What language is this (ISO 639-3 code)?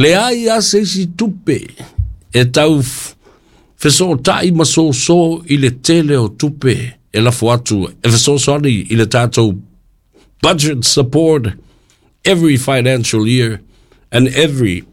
smo